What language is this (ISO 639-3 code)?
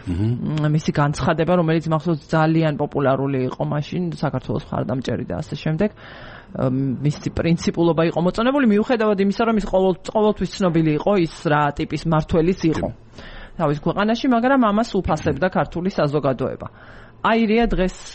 kat